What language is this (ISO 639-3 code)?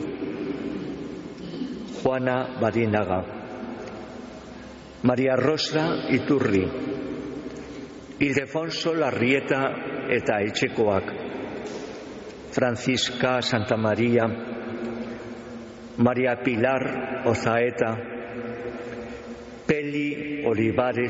eus